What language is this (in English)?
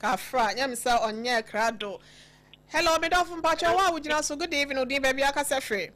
Akan